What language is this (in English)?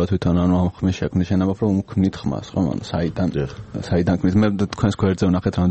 Georgian